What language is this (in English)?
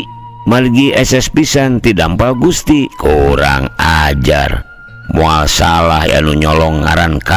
Sundanese